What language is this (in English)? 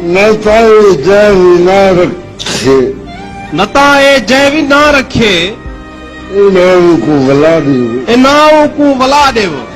Saraiki